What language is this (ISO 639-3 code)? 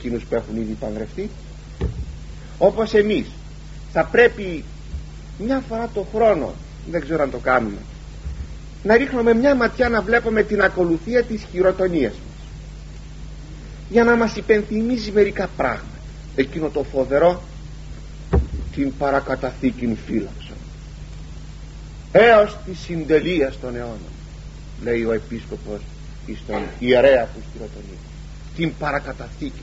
ell